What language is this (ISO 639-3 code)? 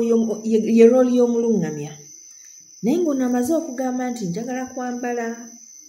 lug